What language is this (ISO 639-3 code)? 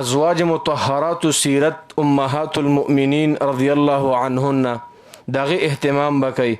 pus